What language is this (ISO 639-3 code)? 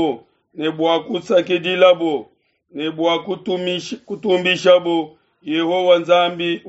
lua